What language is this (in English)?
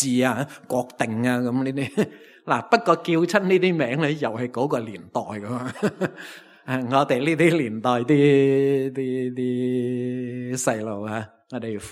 Cantonese